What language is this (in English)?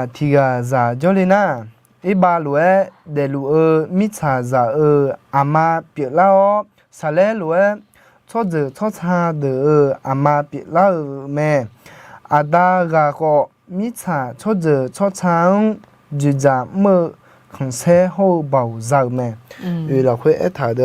Akha